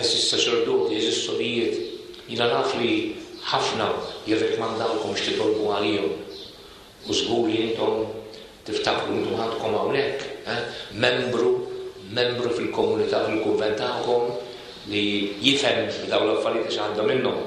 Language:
Maltese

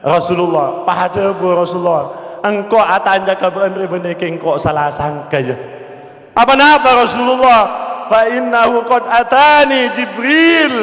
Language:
Madurese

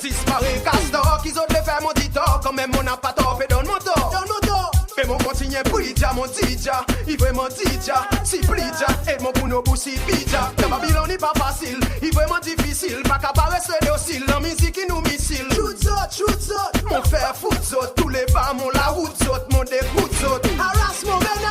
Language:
Seselwa Creole French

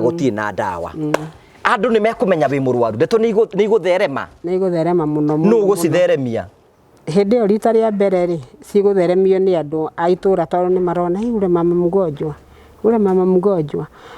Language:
Kikuyu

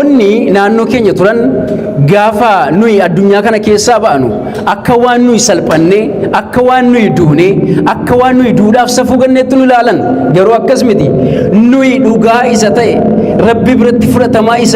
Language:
Oromo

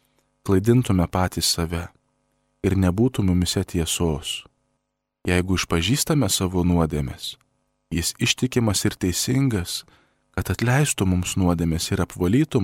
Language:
Lithuanian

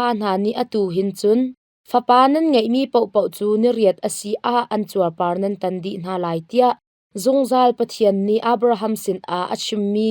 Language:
Hakha Chin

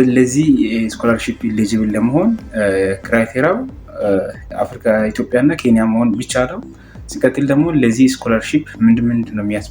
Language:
Amharic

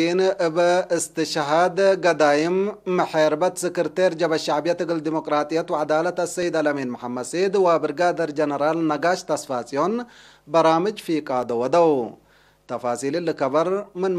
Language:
Tigre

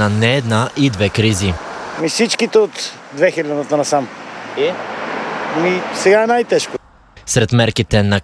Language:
Bulgarian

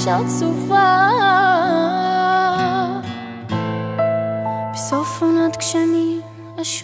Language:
Hebrew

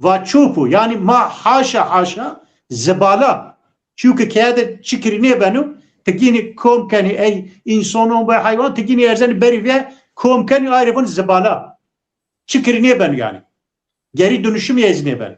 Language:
Zaza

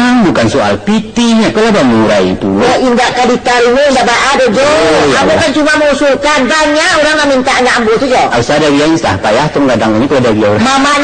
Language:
Minangkabau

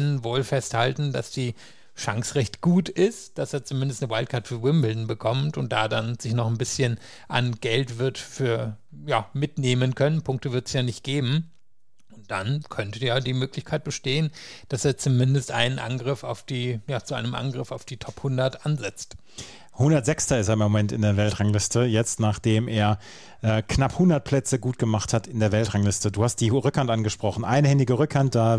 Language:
German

